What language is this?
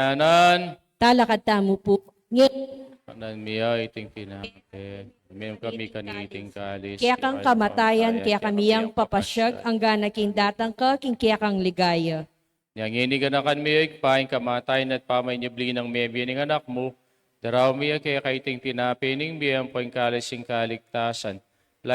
Pampanga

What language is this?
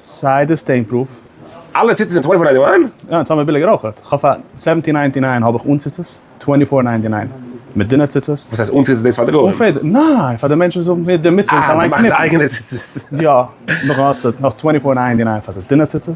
Yiddish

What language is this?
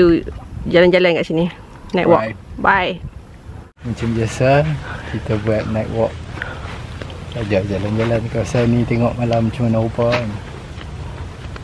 Malay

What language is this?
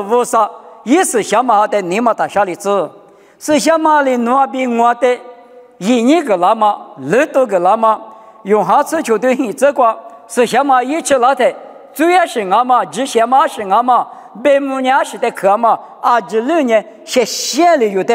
Lisu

